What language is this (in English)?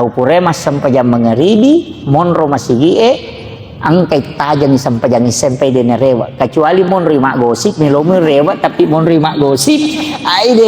Buginese